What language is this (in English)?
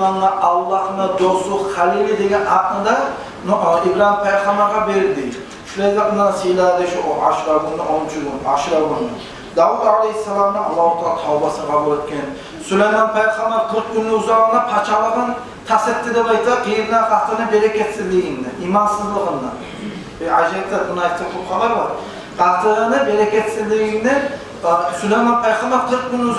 Kumyk